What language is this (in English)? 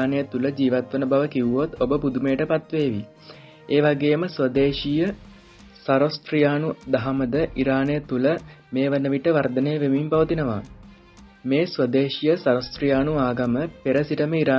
Sinhala